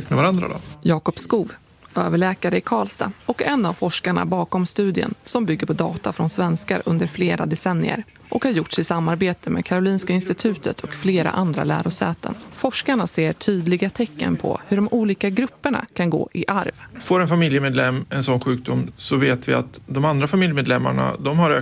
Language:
Swedish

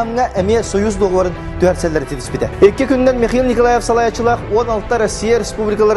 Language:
Yakut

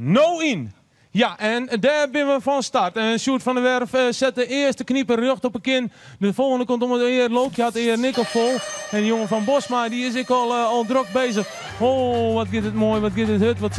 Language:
Western Frisian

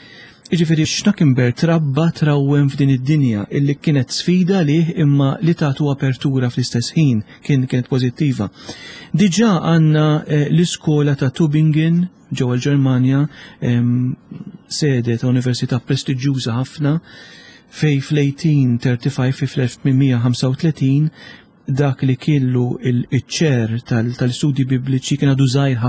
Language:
Maltese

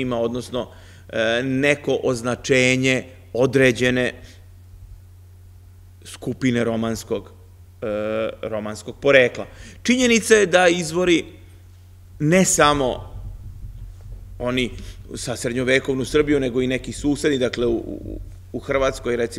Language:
Serbian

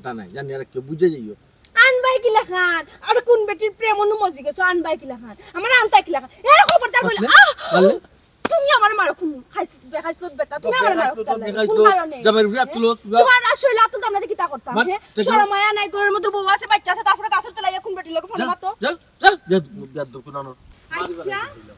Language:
Sylheti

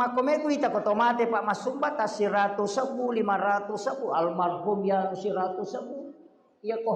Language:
Buginese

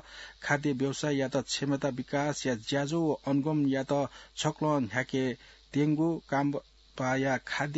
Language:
Newari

